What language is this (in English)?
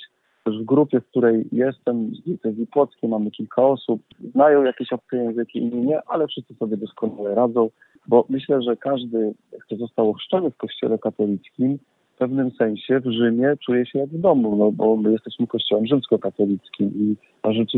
Polish